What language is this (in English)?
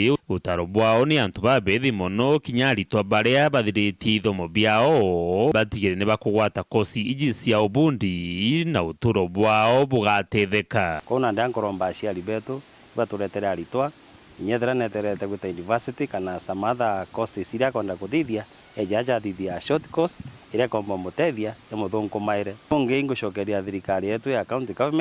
Meru